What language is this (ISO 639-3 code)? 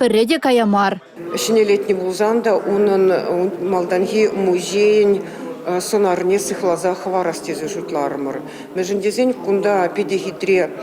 chv